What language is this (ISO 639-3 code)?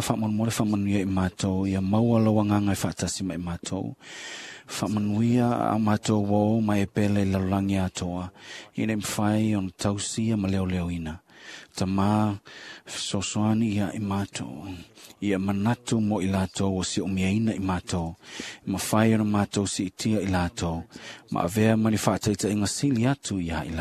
smo